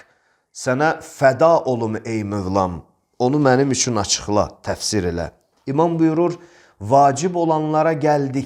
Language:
Azerbaijani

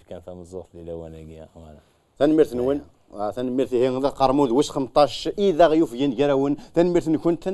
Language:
Kabyle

